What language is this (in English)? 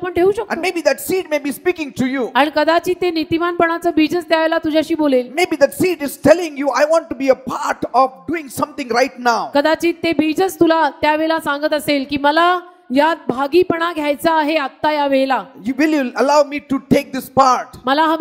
Marathi